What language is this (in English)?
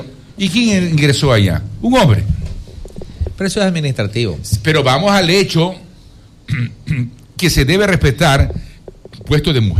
Spanish